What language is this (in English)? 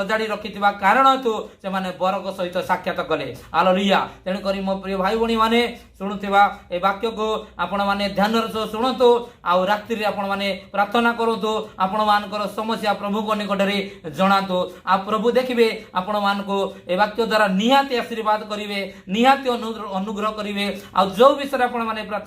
Odia